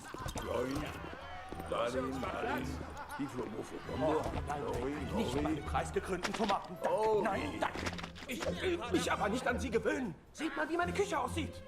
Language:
Swiss German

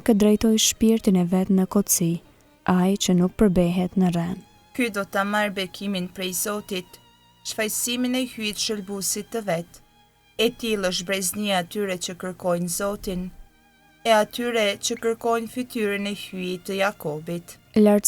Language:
Albanian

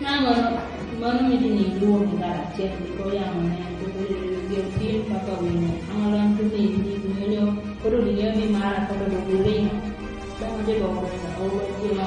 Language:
Kumam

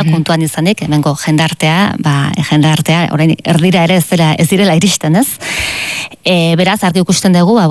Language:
Basque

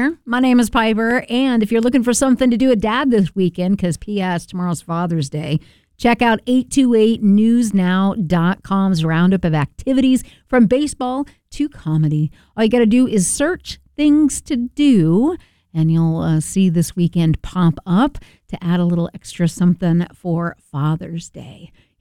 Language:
English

